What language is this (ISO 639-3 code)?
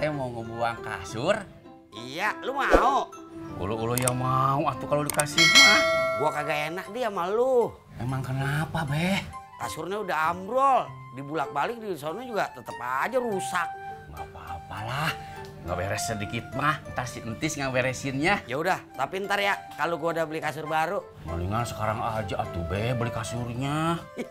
bew